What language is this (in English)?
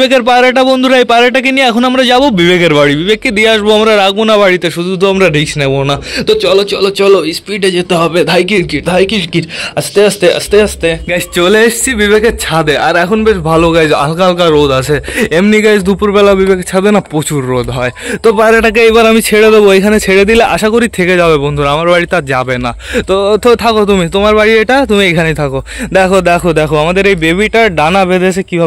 Bangla